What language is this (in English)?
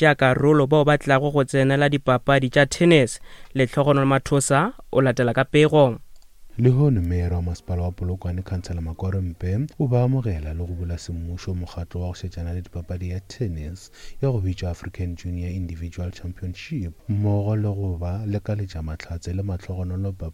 Northern Sotho